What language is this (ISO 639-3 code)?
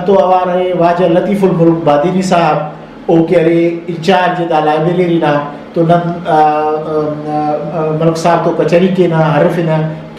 brh